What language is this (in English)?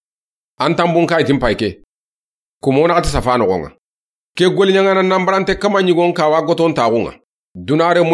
Soninke